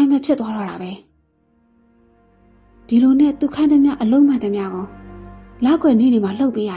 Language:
Burmese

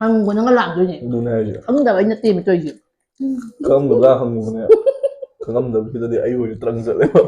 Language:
Manipuri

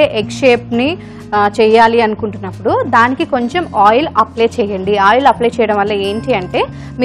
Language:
Telugu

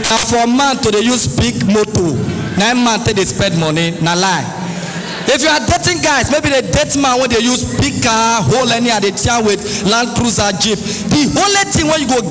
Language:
Nigerian Pidgin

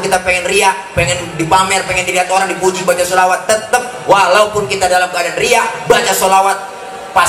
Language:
Betawi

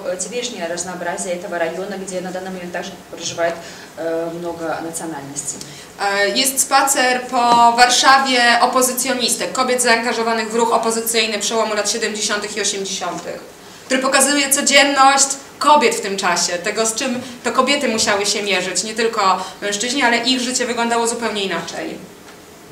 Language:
Polish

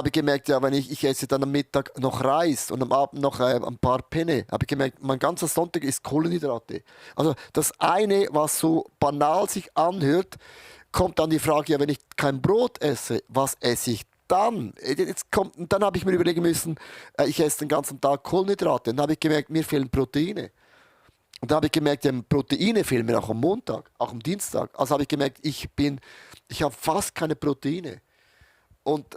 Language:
Swiss German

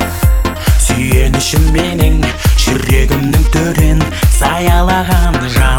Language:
Kazakh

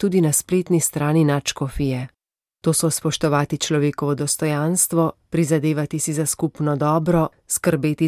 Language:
Slovenian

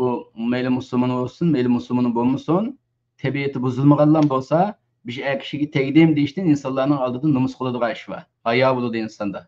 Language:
Uyghur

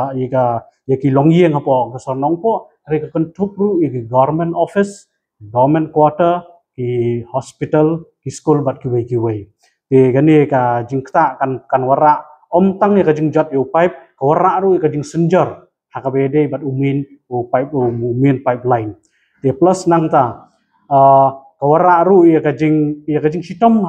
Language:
Khasi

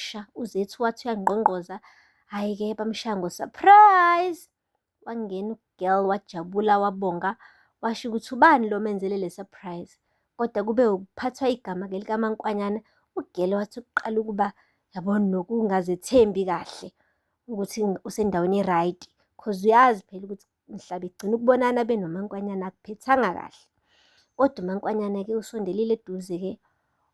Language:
Zulu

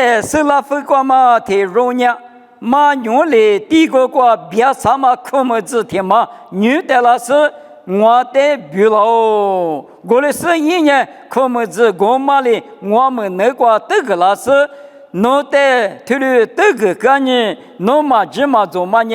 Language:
Lisu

